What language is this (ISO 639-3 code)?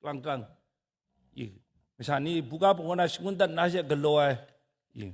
kac